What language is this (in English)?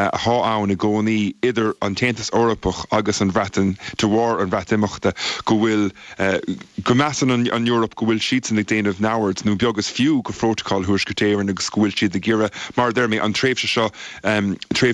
Irish